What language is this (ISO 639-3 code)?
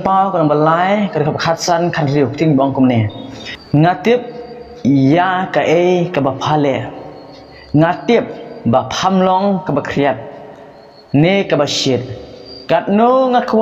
kha